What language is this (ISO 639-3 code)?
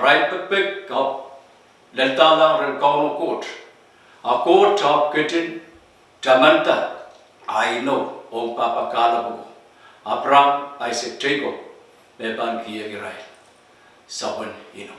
pon